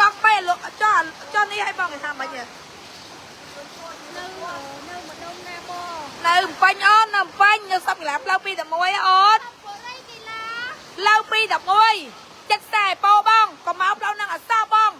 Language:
Khmer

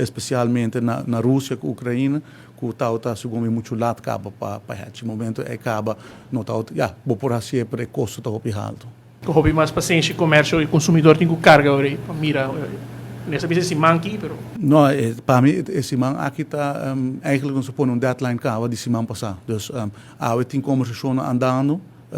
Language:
Papiamento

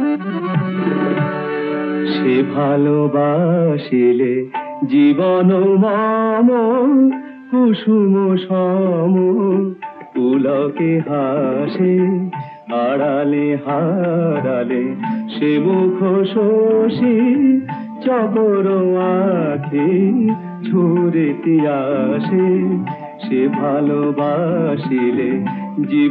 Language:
Bangla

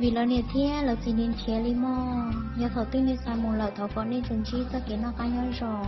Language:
Hmong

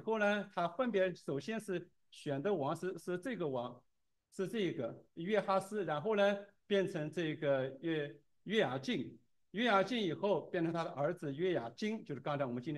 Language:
Chinese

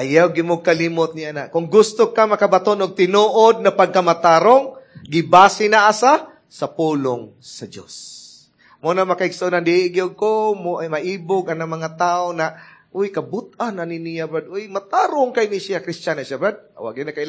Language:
Cebuano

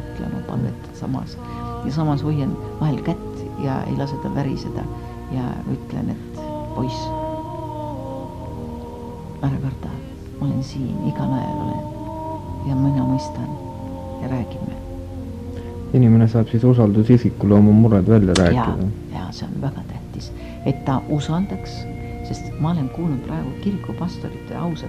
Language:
Estonian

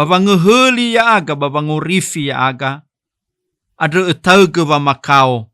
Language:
Nias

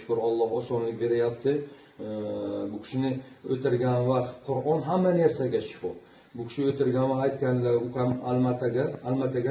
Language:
Uzbek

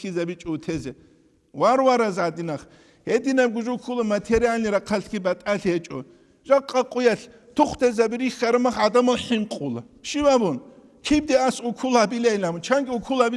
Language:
Avaric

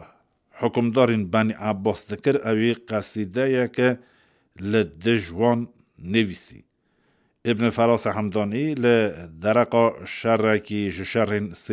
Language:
Kurdish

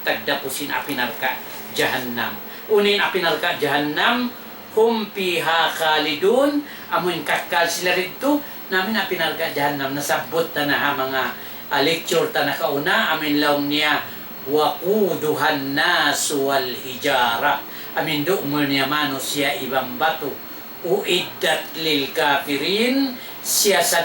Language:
Tausug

